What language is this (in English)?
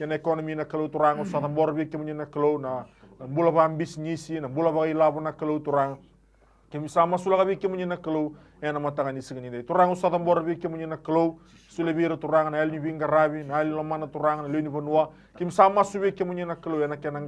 Fijian